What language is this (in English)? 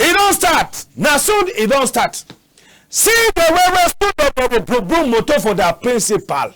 Cameroon Pidgin